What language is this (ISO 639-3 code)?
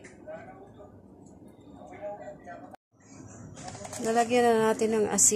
fil